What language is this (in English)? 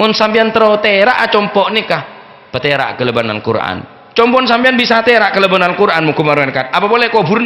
Madurese